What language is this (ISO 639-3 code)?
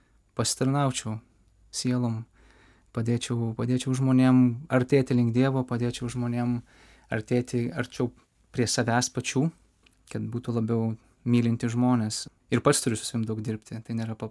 lit